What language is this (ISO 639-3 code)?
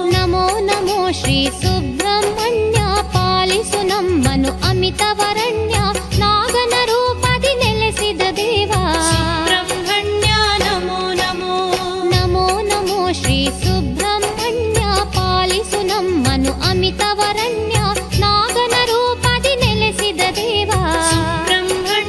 kan